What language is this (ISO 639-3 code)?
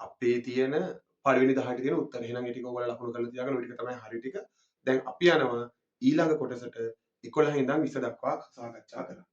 sin